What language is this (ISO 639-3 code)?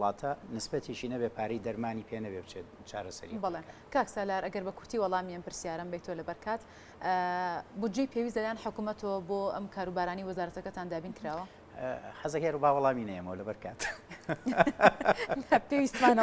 ckb